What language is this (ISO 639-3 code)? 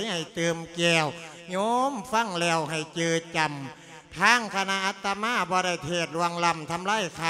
lao